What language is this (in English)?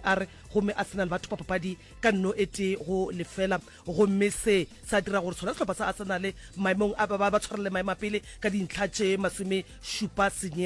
Northern Sotho